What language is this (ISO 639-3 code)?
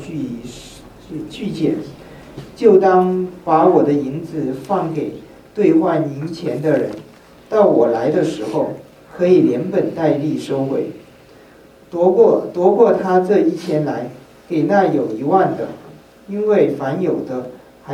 zho